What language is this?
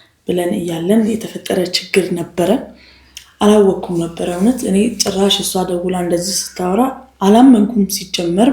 Amharic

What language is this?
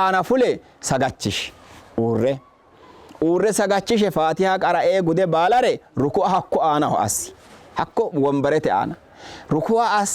Sidamo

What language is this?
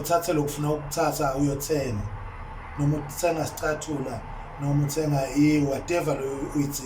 Zulu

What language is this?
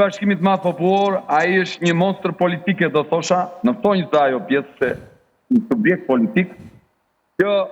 Albanian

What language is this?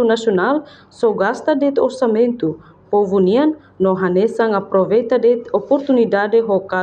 Tetum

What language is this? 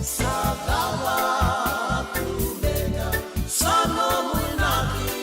Fijian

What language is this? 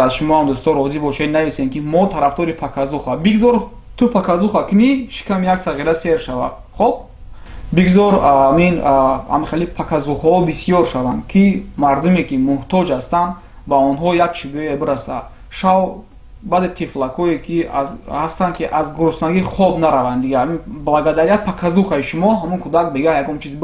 Tajik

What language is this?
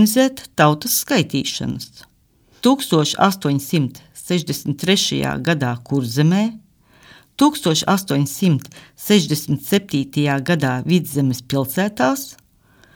Latvian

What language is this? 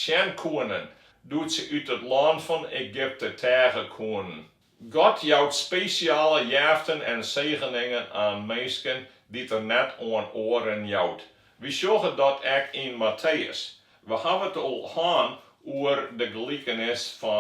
Western Frisian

